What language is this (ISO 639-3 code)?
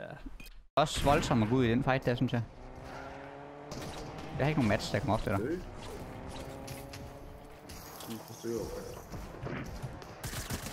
dan